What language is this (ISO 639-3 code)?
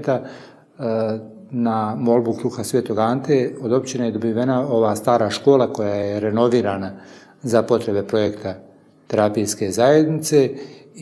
bos